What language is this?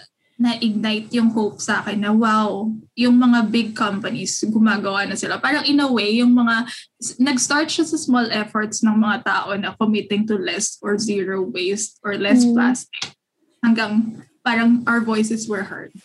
Filipino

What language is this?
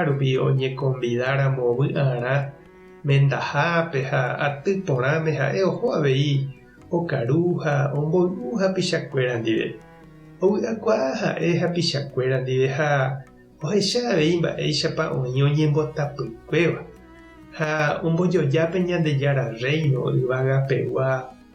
Guarani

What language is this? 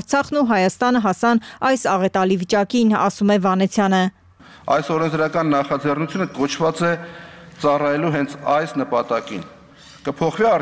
Armenian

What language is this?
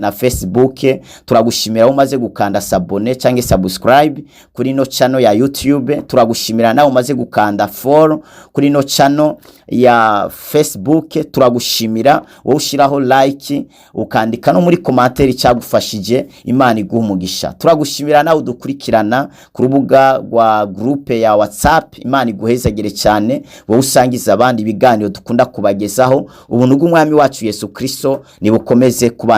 Rundi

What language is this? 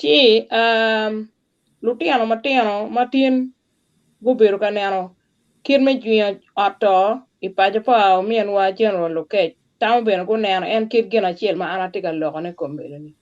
Acoli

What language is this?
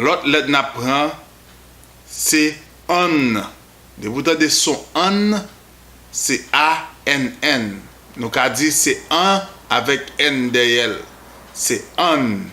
Haitian Creole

